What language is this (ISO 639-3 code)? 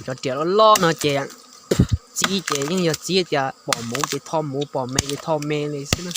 hmn